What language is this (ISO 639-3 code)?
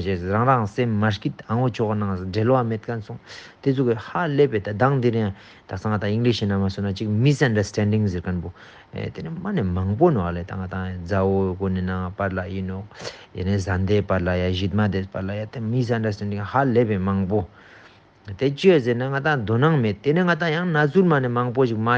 lbj